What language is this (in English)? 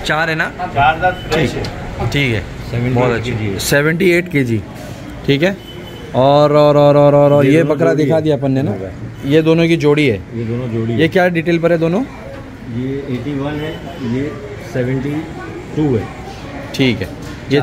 Hindi